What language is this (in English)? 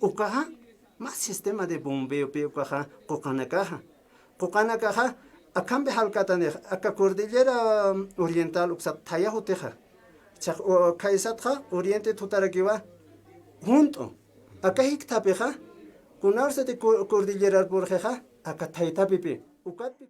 Aymara